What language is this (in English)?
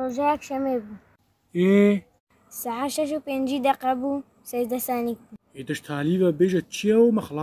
Kurdish